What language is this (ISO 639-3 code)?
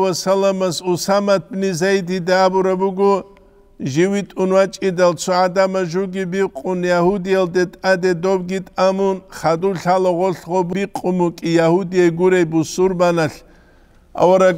ava